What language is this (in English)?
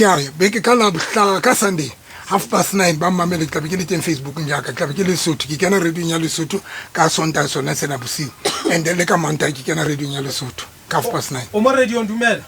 Southern Sotho